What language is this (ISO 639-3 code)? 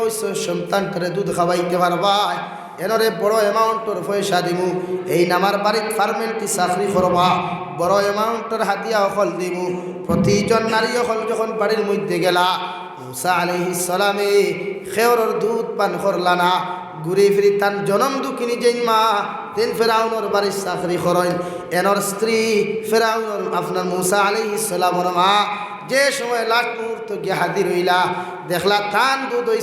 syl